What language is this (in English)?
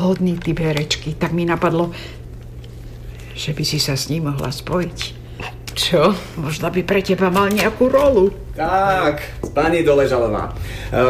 Slovak